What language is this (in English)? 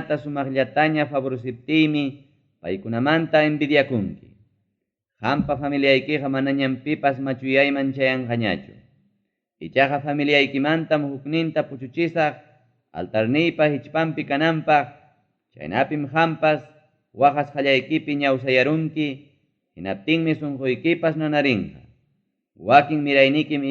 Ayacucho Quechua